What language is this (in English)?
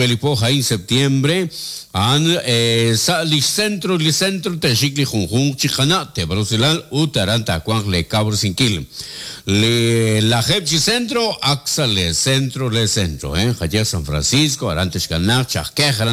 Kekchí